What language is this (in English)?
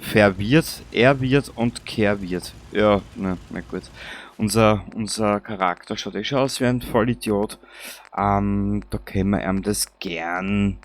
Bavarian